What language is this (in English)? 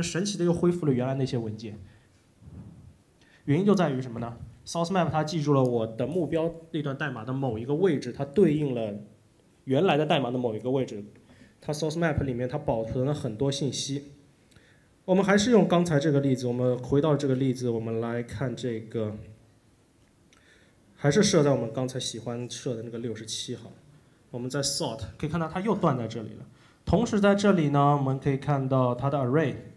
Chinese